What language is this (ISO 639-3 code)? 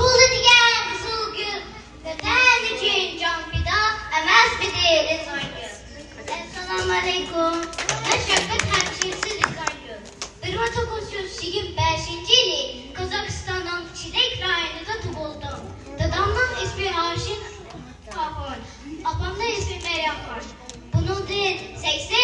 uig